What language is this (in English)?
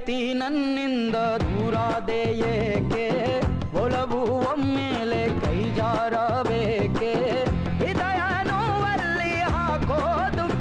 Kannada